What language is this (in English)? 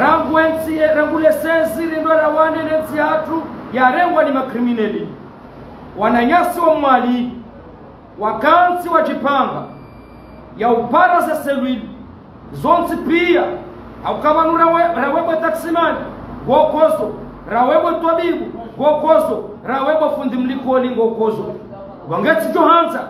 Ngazidja Comorian